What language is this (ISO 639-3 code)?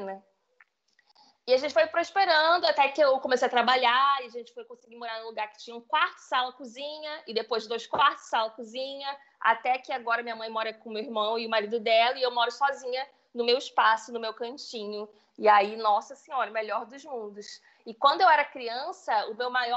por